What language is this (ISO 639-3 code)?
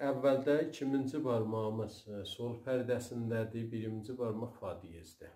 azb